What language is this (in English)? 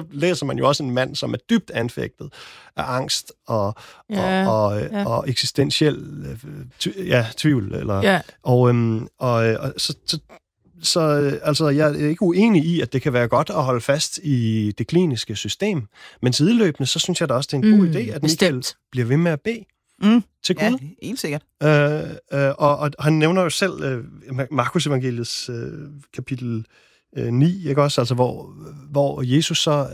Danish